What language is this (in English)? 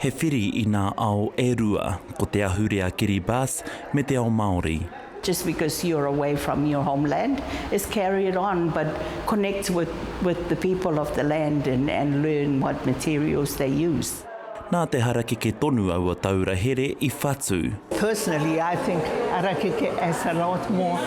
Māori